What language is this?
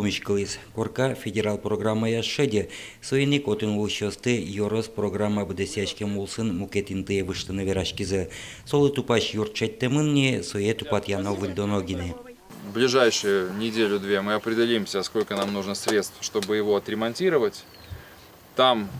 Udmurt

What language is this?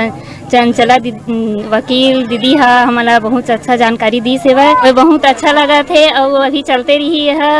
Chhattisgarhi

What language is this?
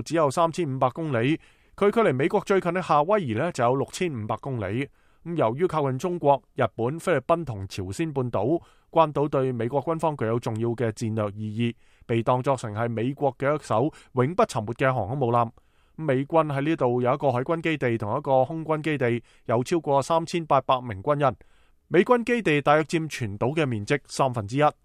Cantonese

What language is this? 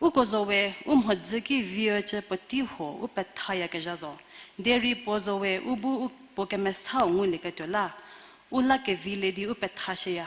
Angami Naga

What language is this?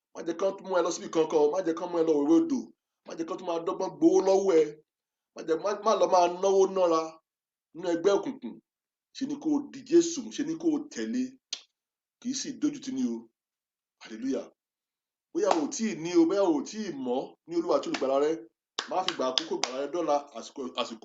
Yoruba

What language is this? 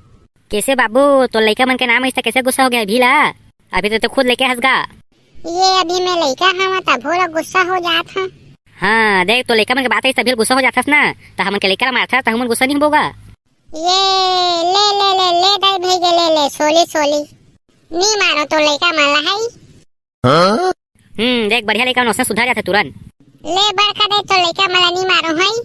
Chhattisgarhi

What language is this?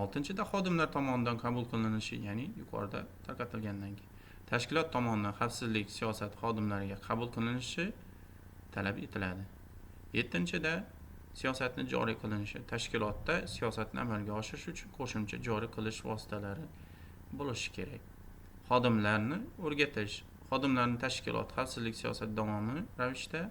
Uzbek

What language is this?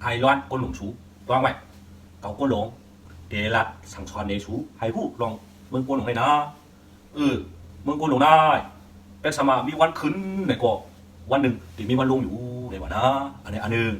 Shan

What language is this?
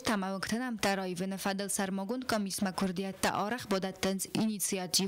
Ossetic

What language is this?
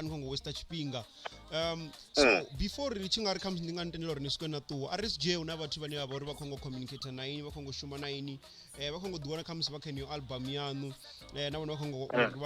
Venda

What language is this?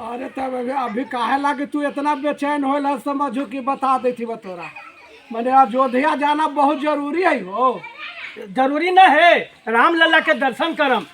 Magahi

